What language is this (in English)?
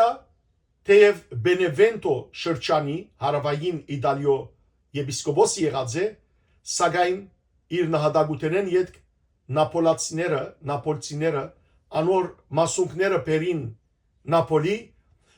Western Armenian